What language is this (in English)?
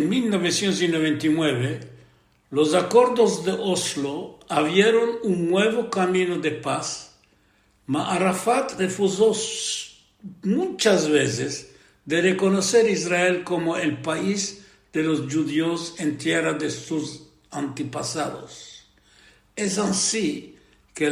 Ladino